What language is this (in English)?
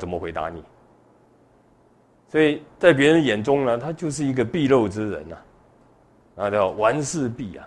Chinese